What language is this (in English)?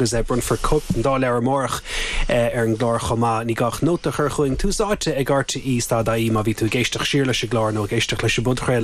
Irish